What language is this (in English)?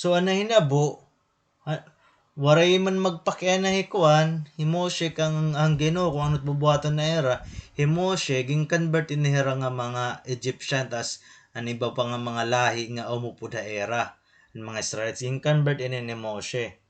Waray